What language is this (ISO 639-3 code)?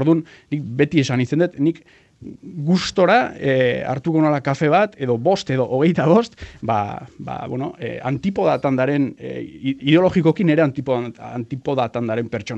eus